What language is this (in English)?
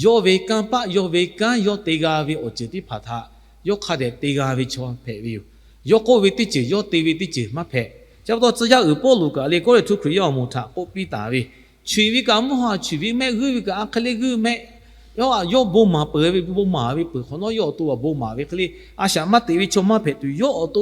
Lahu